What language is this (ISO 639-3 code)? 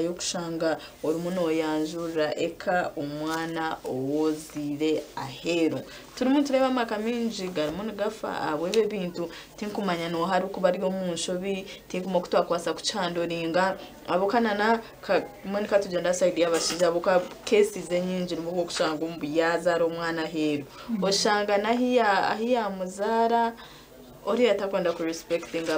nyn